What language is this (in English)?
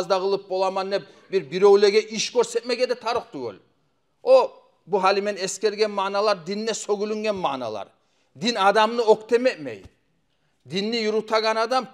Kumyk